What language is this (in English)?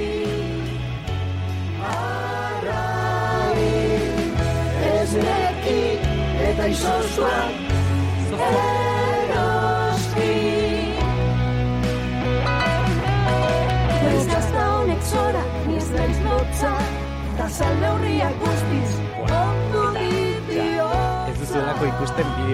Basque